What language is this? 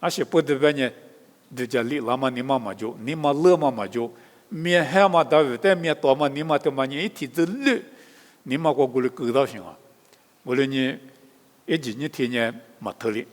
Lisu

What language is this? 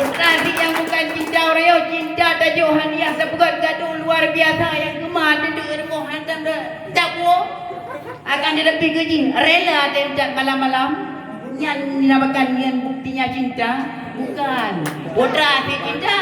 Achinese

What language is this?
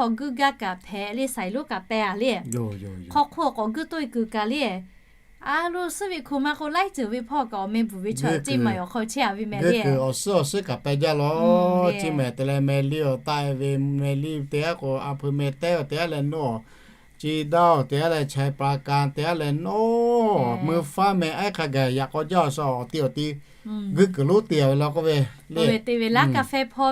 Lahu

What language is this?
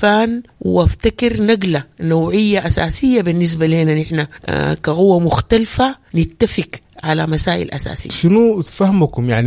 Sudanese Arabic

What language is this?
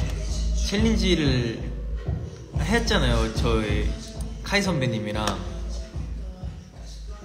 Korean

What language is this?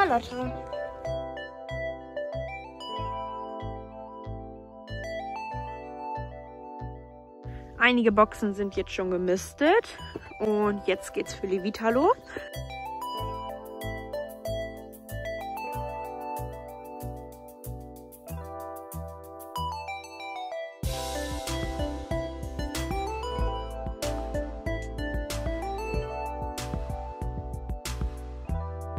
German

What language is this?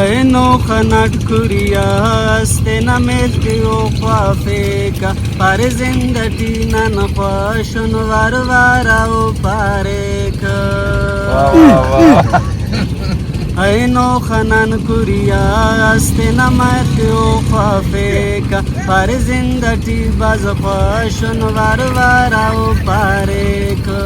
Brahui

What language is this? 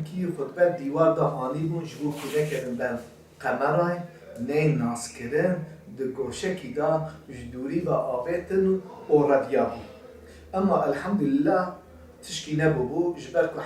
Kurdish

